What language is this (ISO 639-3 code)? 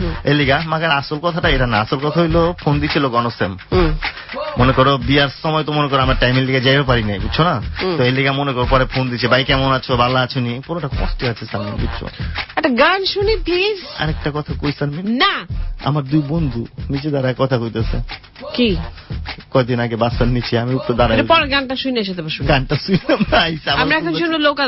ben